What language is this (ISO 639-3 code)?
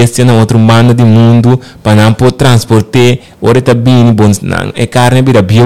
pap